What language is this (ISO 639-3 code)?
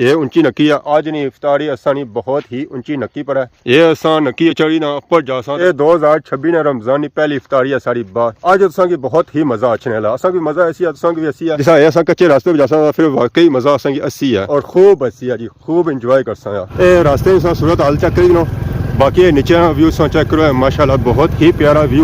phr